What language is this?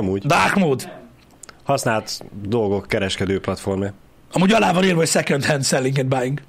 Hungarian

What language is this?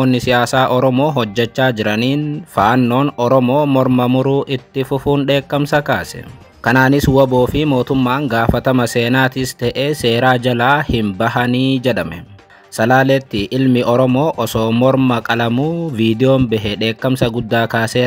Oromo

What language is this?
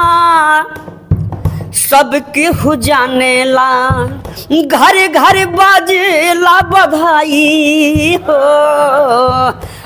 Bhojpuri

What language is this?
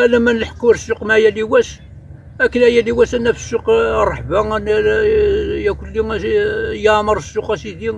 Kabyle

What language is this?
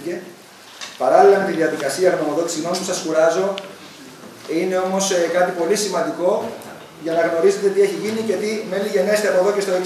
Greek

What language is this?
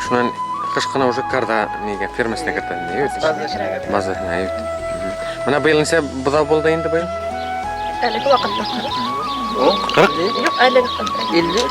Bashkir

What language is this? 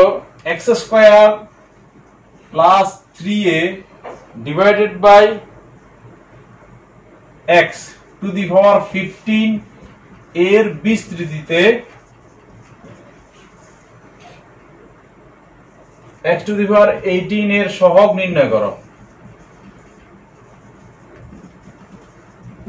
Bangla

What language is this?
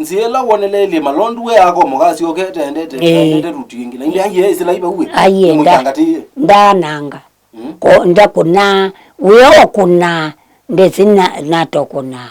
Kamba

